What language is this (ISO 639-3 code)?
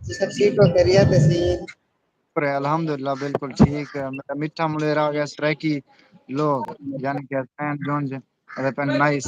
skr